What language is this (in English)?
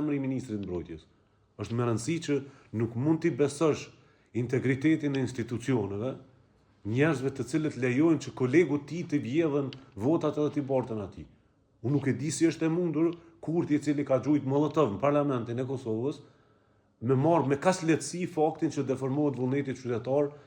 Albanian